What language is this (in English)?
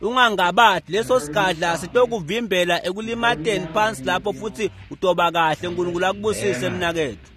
Swati